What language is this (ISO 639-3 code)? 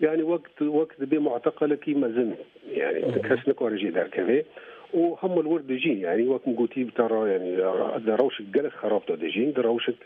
kur